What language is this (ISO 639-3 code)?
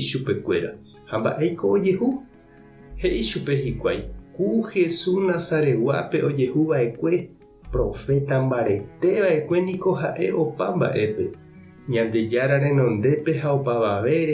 grn